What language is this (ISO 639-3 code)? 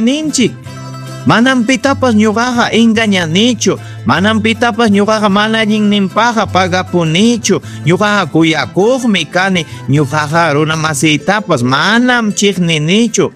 quy